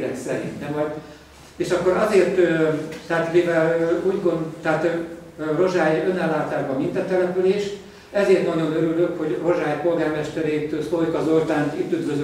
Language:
Hungarian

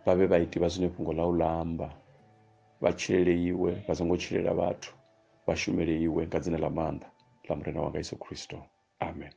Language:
Venda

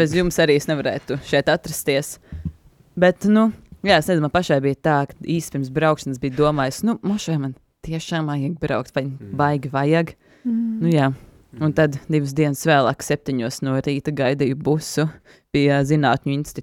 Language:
Latvian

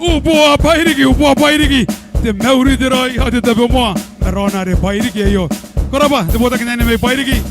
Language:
Gilbertese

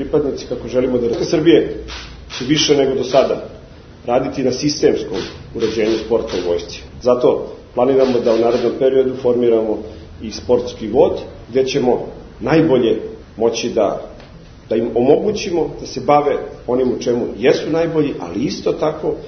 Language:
Serbian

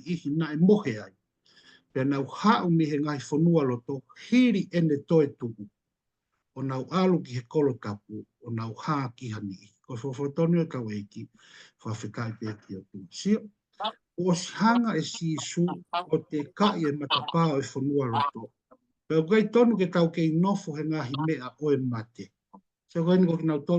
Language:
Tongan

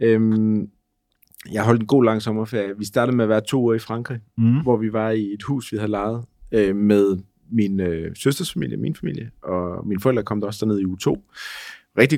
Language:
Danish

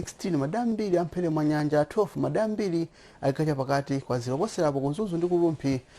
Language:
Nyanja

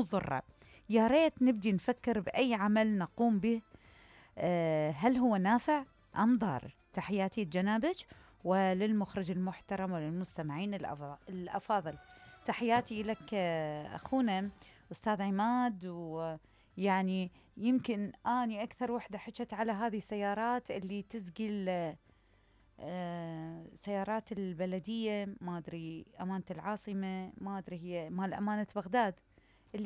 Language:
Mesopotamian Arabic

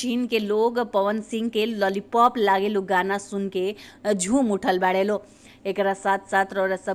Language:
Bhojpuri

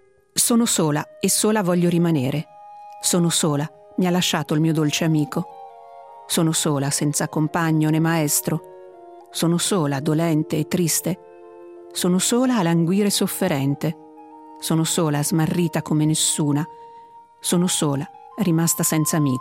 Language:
Italian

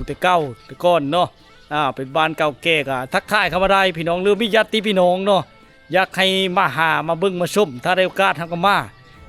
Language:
Lao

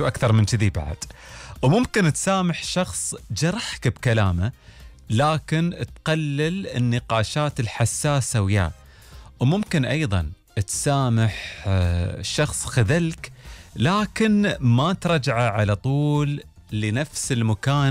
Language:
Gulf Arabic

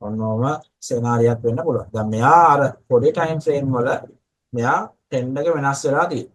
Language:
Sinhala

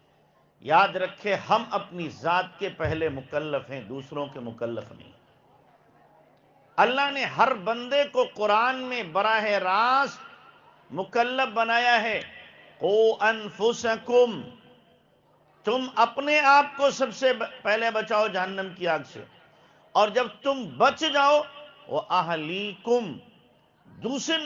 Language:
Urdu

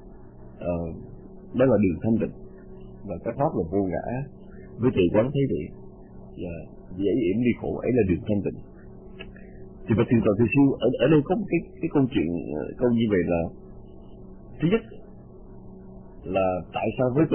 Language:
Vietnamese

